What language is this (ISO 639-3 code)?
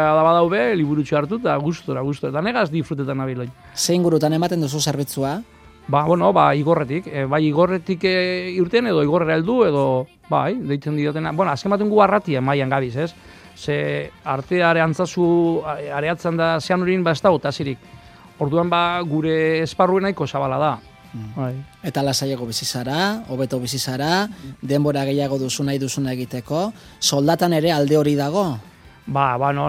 eus